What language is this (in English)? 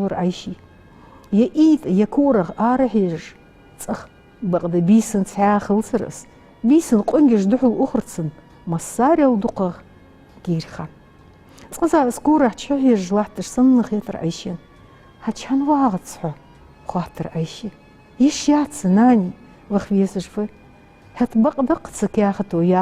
Ingush